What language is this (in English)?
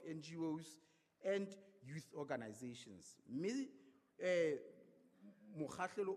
Southern Sotho